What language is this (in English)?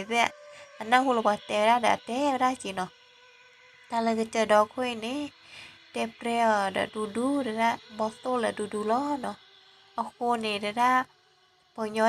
S'gaw Karen